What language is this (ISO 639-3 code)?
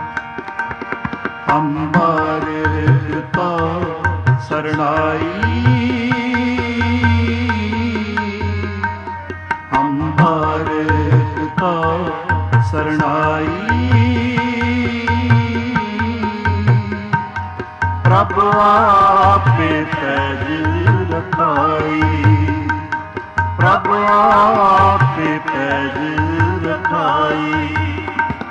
pan